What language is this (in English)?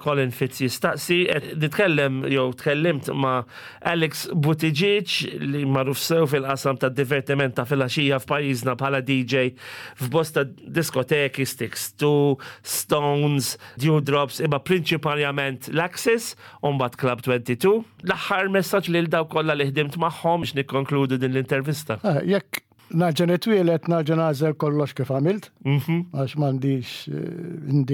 Maltese